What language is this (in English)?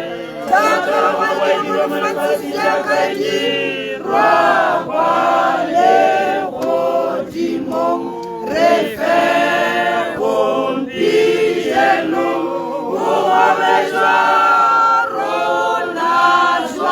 Tswana